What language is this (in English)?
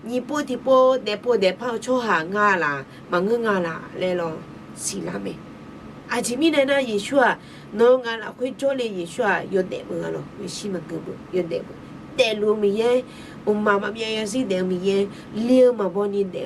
Akha